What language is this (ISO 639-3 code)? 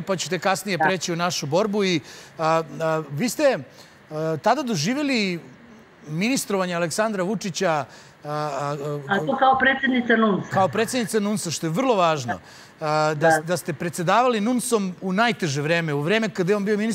srp